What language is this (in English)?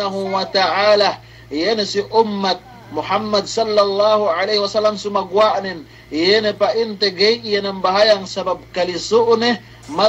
Yakan